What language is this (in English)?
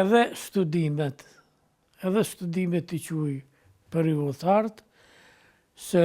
Albanian